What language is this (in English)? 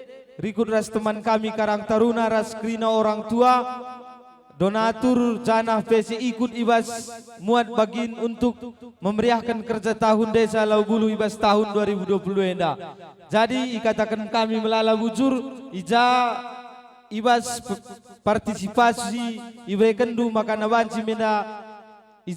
Batak Karo